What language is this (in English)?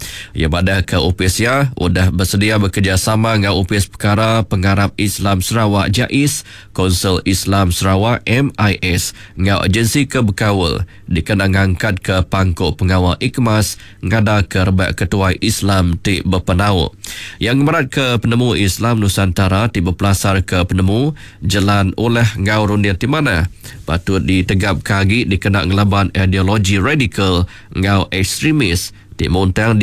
Iban